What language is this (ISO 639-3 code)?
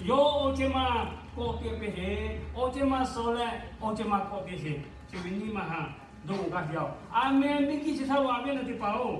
lhu